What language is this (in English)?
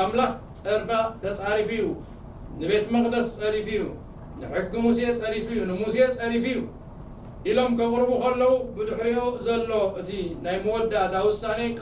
Tigrinya